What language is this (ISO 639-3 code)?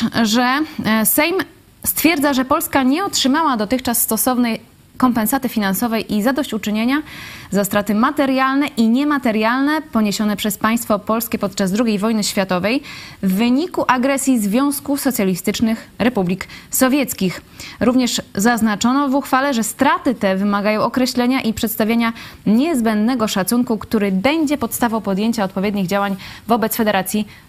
pol